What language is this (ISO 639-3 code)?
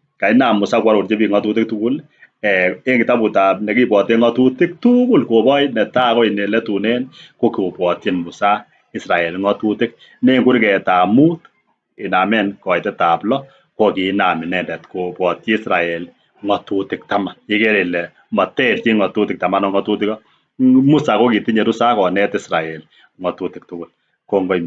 kln